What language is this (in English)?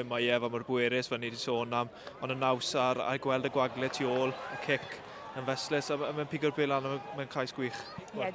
Welsh